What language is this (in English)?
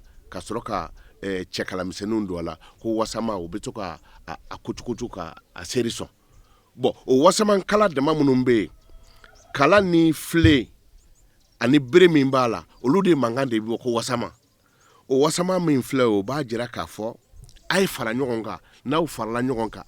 Bambara